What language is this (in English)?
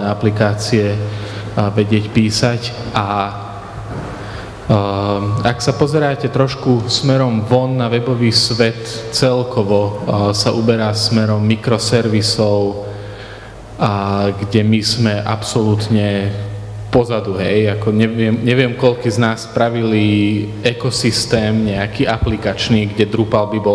Slovak